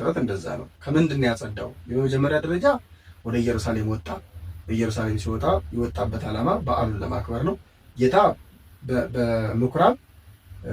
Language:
Amharic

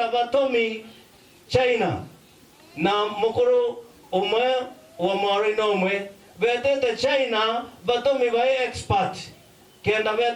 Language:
Meru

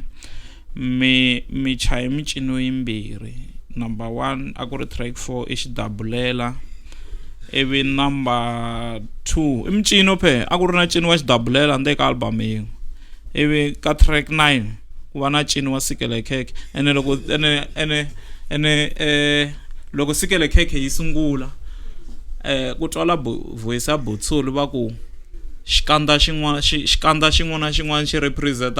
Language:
Tsonga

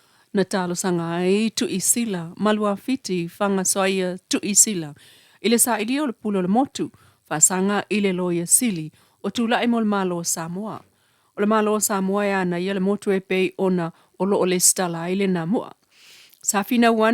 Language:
Samoan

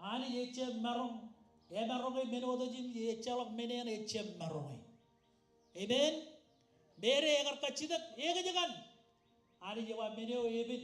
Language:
Marshallese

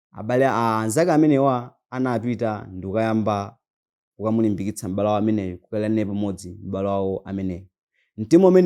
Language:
Nyanja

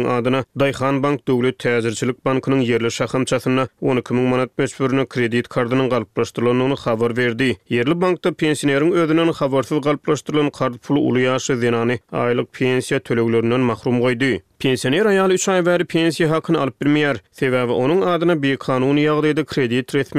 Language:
Turkmen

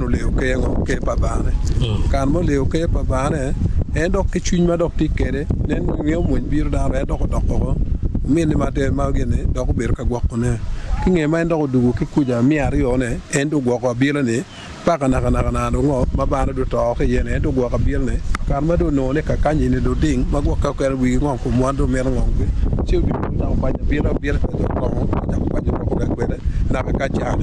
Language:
Acoli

